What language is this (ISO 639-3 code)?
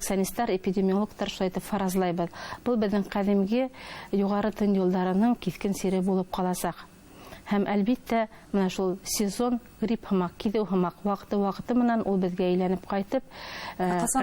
bak